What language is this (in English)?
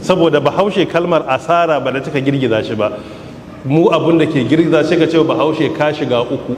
Hausa